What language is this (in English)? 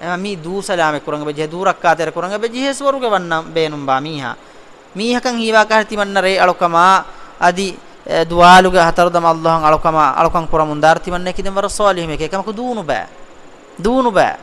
Divehi